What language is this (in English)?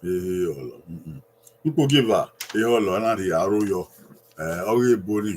Bini